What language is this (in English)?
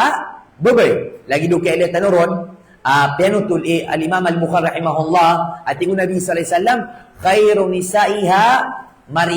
Maranao